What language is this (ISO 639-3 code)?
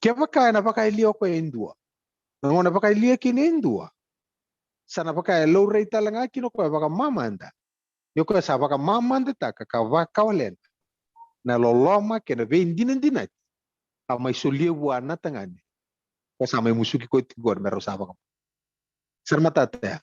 fij